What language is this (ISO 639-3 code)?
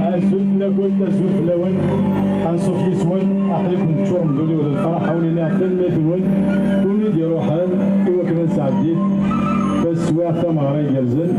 kab